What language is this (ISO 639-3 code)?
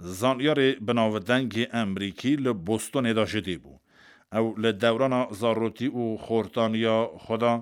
kur